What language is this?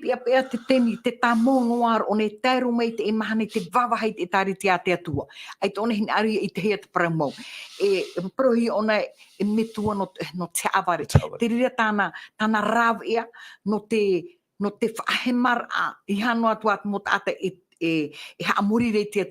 Tahitian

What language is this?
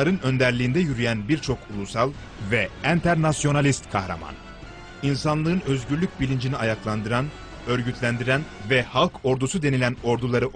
Turkish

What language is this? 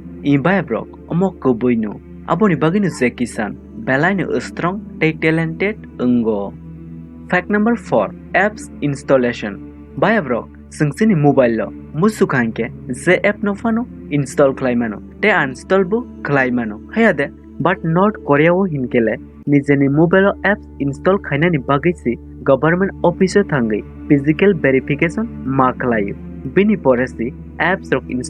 Kok Borok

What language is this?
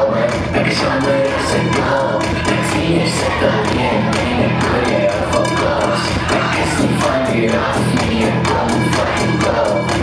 Afrikaans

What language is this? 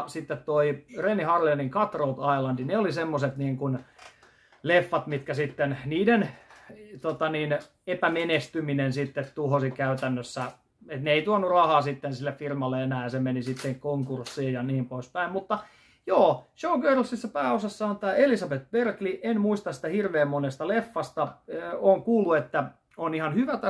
Finnish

